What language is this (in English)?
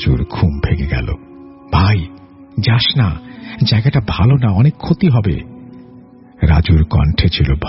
Bangla